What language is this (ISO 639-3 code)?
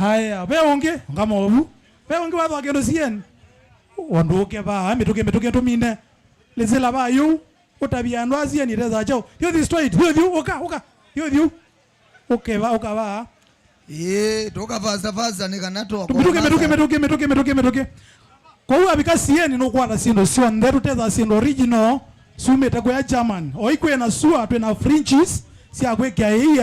kam